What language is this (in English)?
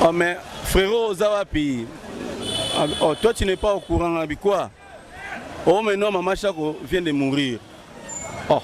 Lingala